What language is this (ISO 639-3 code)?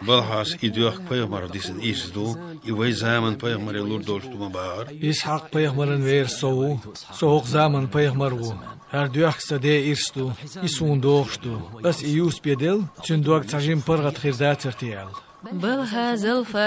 che